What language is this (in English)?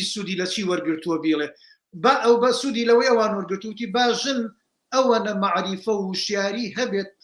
Central Kurdish